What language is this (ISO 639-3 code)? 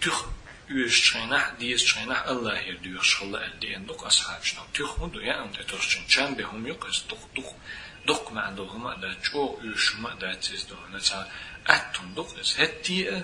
che